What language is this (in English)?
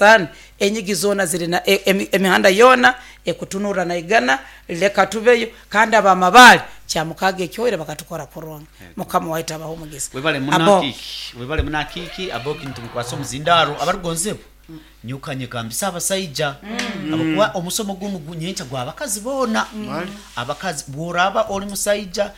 Nyoro